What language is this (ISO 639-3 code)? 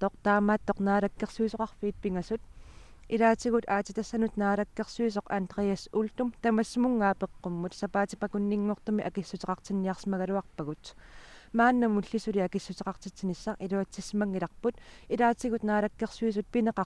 kal